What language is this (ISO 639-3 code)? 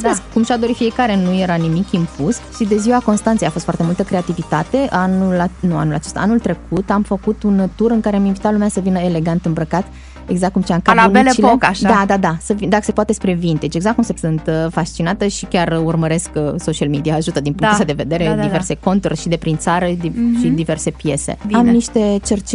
ron